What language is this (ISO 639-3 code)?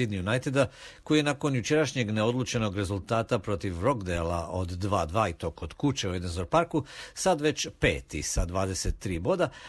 hrv